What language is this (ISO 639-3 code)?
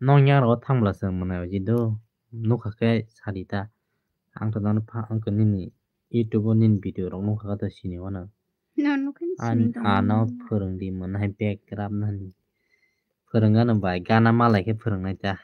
trp